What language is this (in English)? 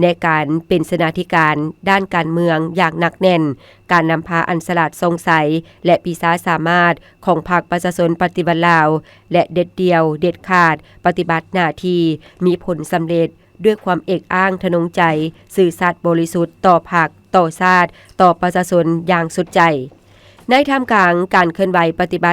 Lao